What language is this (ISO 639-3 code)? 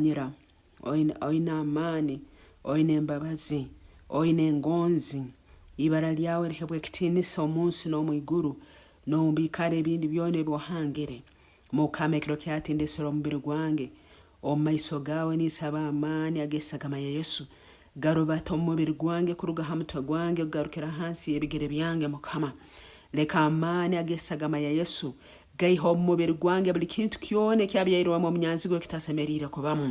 nyn